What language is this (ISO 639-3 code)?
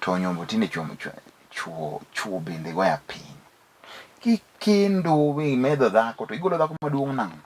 luo